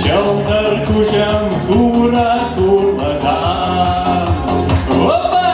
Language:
Chuvash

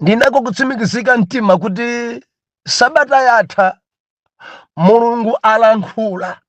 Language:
Nyanja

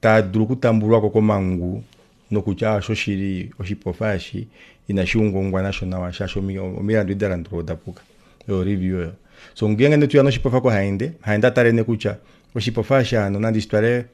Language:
Kuanyama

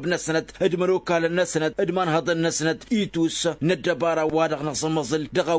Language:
Tamasheq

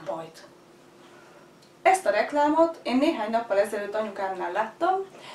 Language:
Hungarian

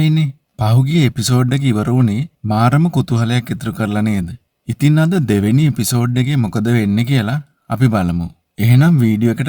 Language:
Sinhala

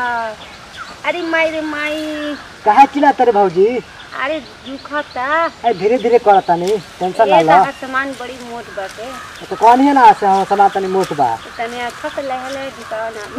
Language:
Bhojpuri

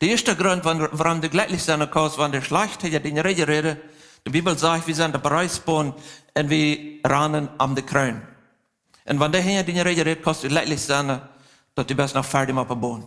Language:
Plautdietsch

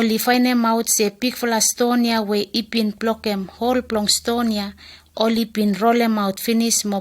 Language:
Bislama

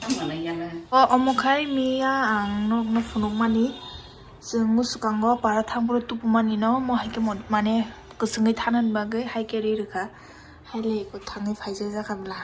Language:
Kok Borok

